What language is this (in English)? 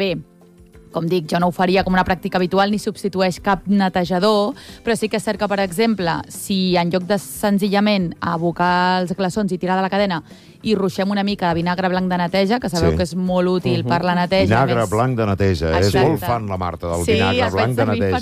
Catalan